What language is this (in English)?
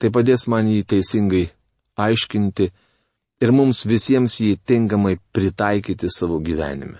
Lithuanian